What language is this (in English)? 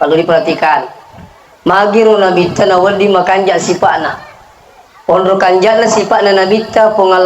Buginese